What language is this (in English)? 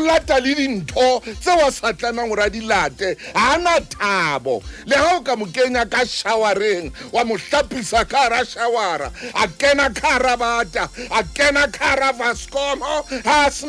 Southern Sotho